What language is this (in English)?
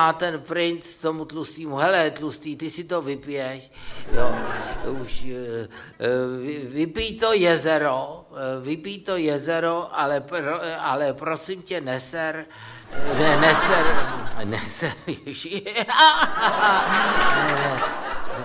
Czech